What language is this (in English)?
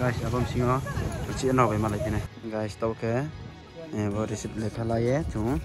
Riang (India)